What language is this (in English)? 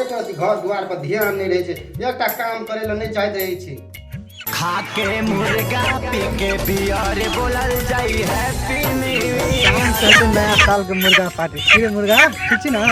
Maithili